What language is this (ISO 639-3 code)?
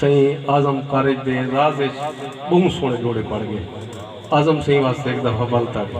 skr